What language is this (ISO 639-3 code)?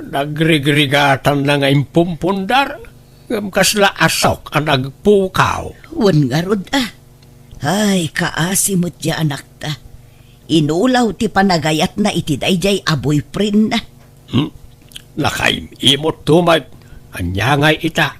ilo